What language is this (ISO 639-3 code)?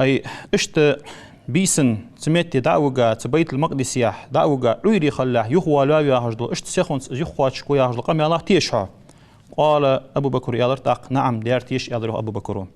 inh